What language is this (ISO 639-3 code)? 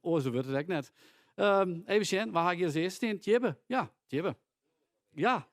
fry